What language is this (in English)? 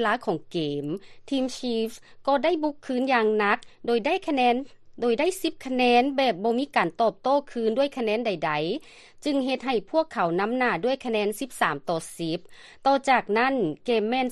Lao